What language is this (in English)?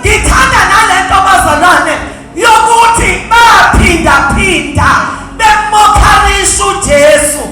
Zulu